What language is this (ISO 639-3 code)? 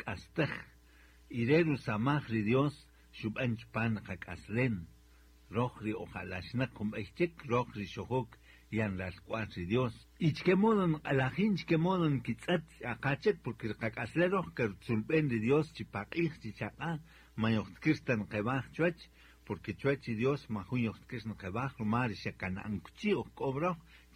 cak